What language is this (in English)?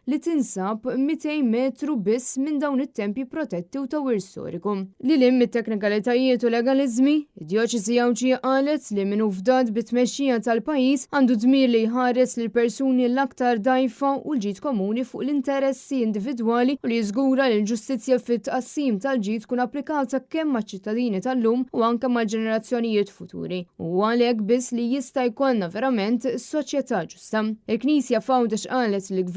Maltese